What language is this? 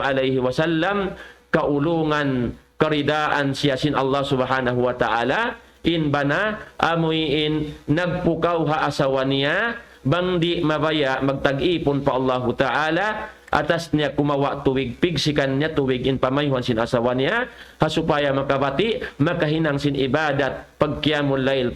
Tausug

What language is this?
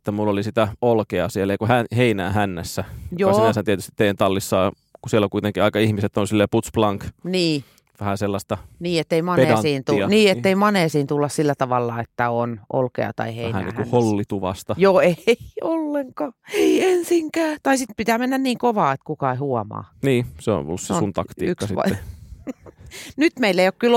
Finnish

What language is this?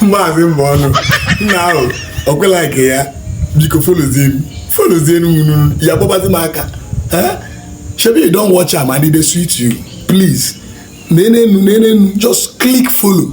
Igbo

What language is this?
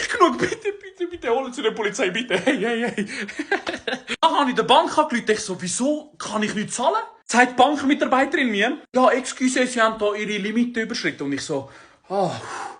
Swiss German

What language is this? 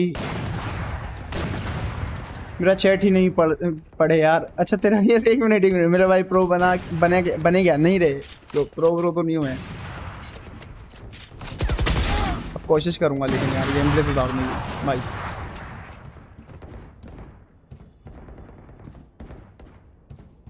Hindi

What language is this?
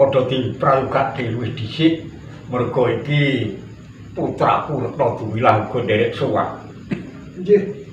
Javanese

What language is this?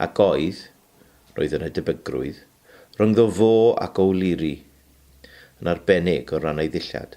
Welsh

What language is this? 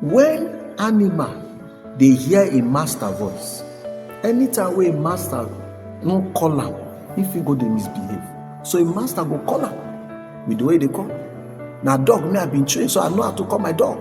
Nigerian Pidgin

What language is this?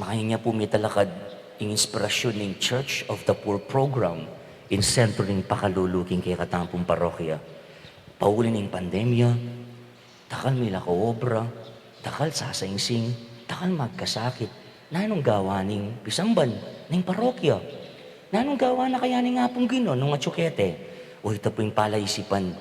Pampanga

